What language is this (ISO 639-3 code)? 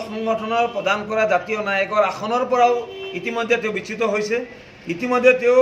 asm